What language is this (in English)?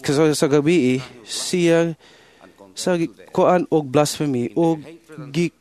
Cebuano